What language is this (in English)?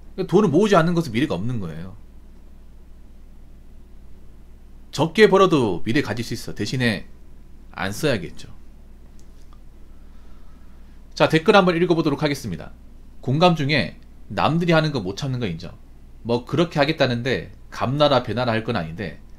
Korean